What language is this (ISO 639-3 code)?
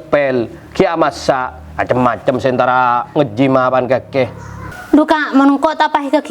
mad